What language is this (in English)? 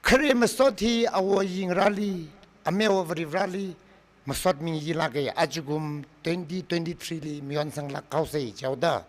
Tangkhul Naga (India)